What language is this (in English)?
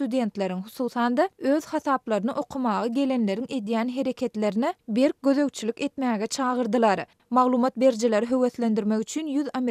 Turkmen